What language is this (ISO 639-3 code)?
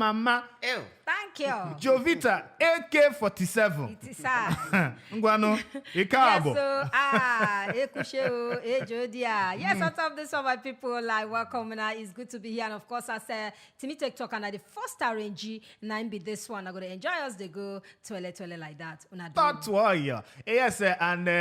pcm